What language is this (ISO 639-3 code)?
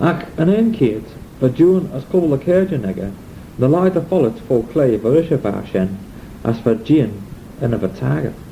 glv